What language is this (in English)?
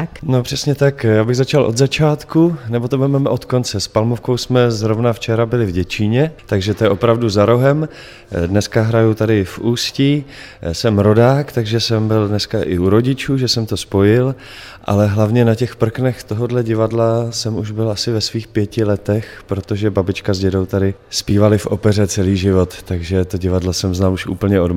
Czech